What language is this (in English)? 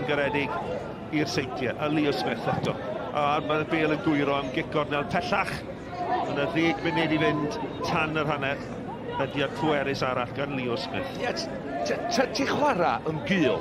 Welsh